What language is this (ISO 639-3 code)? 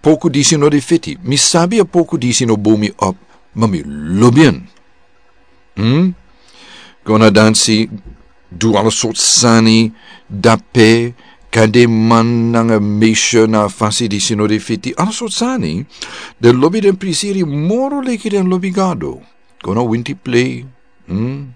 srn